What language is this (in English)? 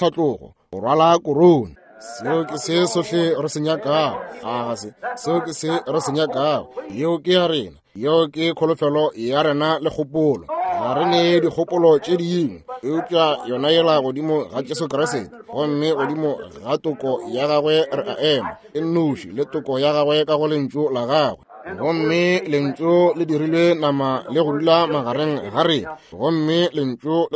Northern Sotho